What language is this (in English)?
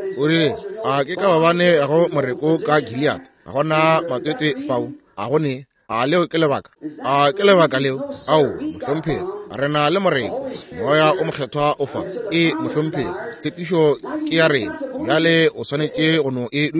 Northern Sotho